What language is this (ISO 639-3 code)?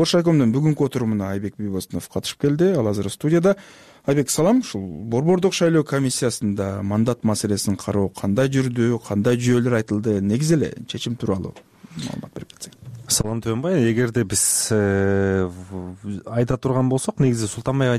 kir